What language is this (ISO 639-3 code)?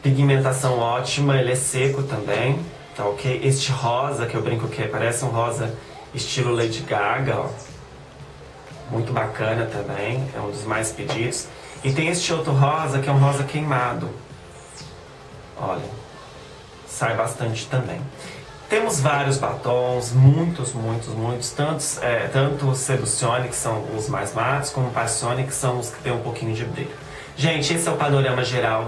por